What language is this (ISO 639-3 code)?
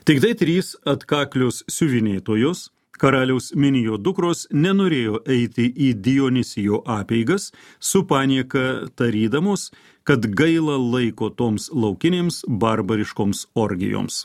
lit